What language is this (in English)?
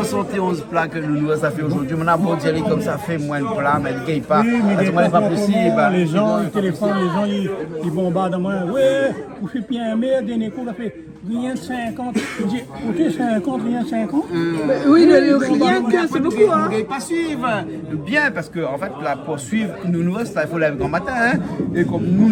Réunion Creole French